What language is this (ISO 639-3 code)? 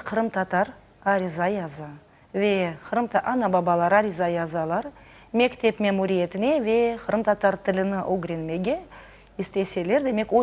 crh